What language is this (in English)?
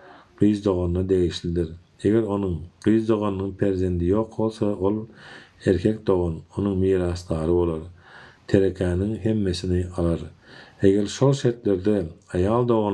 Turkmen